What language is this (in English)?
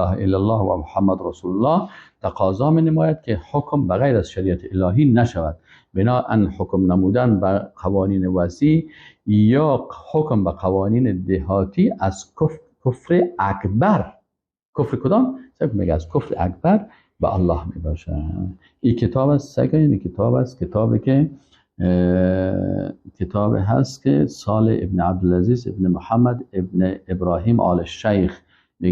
Persian